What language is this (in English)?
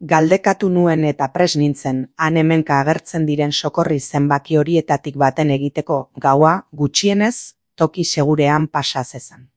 Basque